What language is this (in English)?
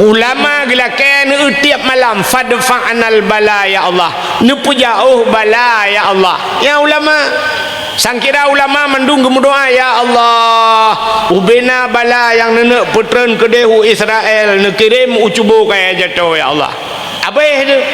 Achinese